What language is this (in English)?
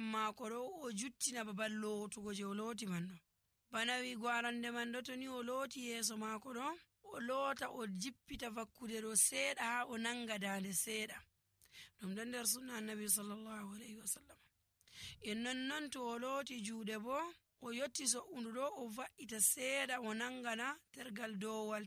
Nigerian Fulfulde